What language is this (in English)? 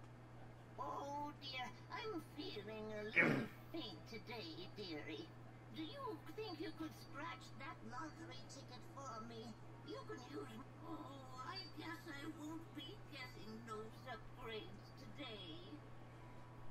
English